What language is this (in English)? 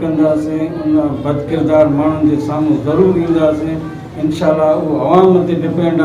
Sindhi